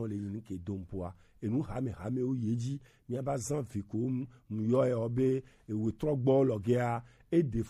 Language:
Gen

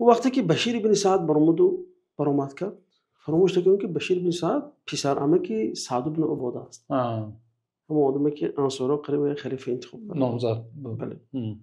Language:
Tajik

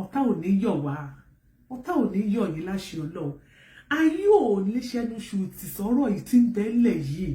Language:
Yoruba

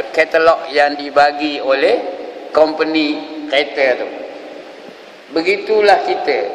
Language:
Malay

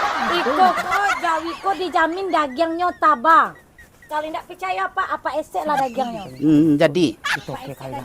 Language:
Minangkabau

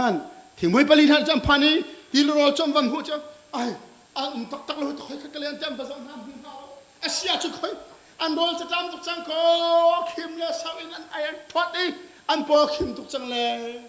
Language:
Hakha Chin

